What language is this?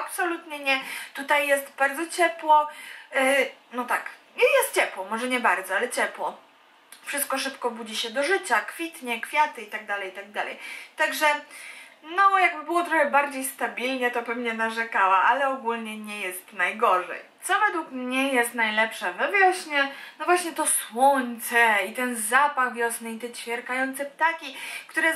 Polish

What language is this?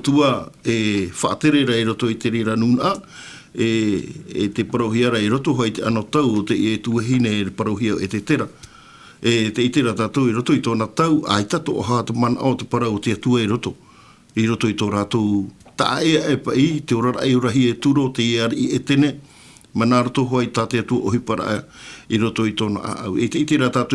Tahitian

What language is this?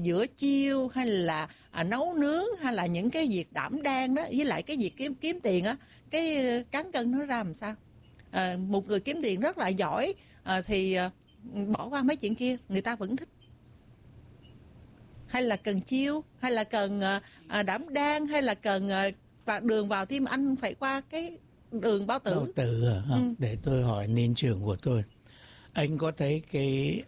Vietnamese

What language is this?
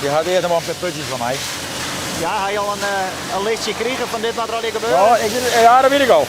Western Frisian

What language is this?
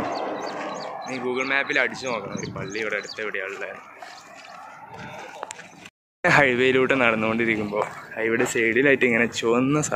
Malayalam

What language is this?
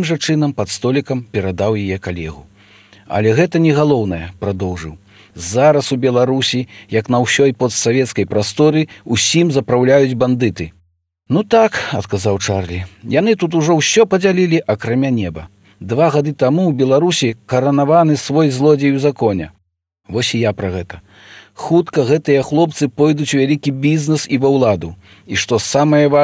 Belarusian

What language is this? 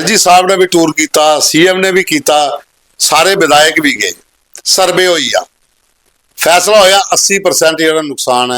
Dogri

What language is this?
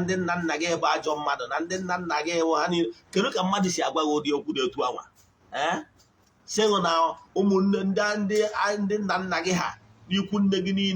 Igbo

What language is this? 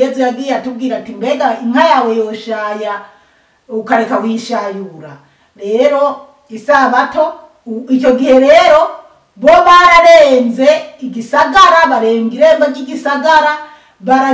Rundi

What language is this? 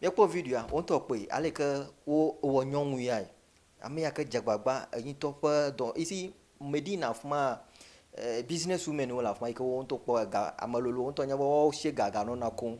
Ewe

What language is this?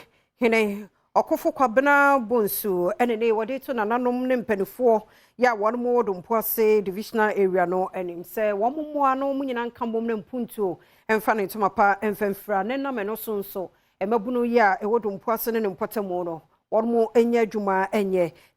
Akan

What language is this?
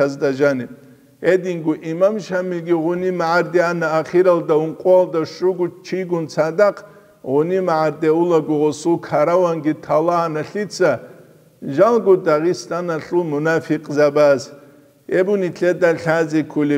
Avaric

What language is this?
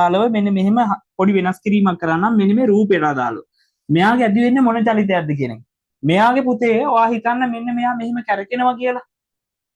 Sinhala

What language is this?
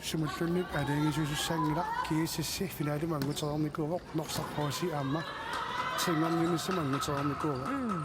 Kalaallisut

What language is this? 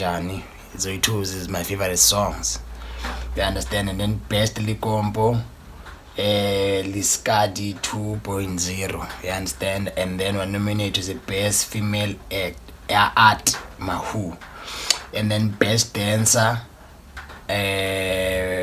Zulu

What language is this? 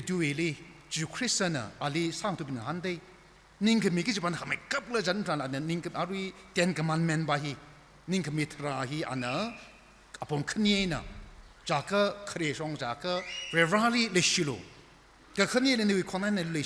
Tangkhul Naga (India)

